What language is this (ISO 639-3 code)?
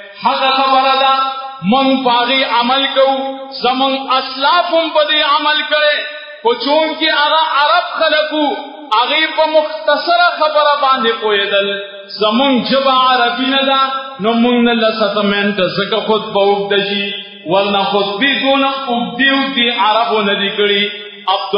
pus